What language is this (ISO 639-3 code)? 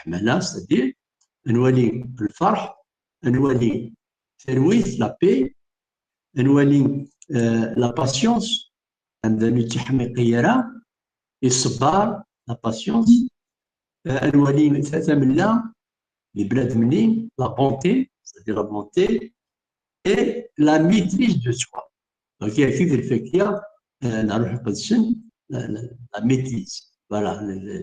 kab